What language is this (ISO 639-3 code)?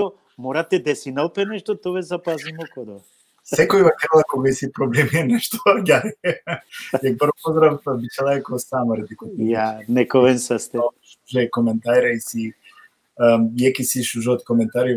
rmn